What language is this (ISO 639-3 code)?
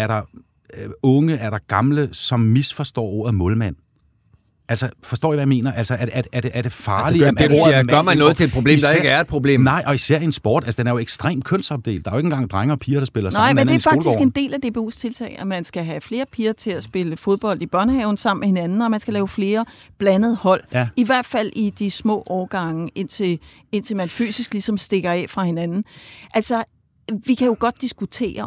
dan